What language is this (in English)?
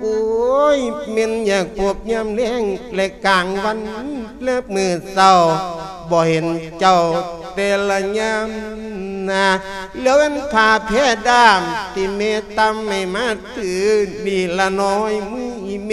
Lao